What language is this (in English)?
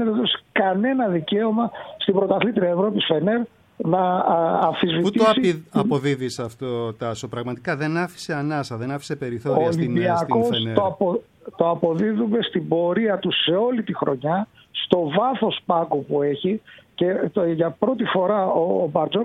Greek